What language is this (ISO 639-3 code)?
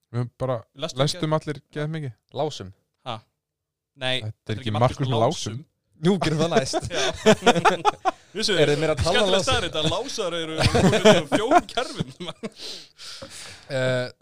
isl